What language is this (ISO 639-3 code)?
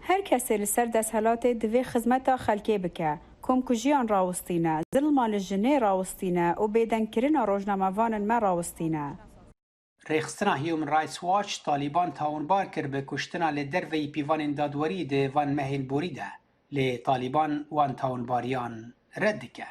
kur